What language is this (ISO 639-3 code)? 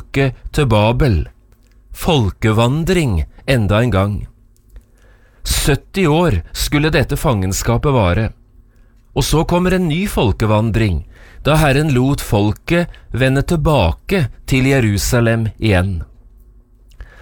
nor